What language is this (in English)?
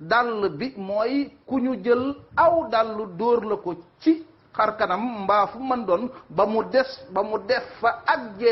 Wolof